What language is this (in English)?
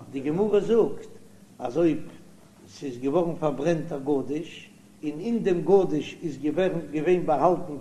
Yiddish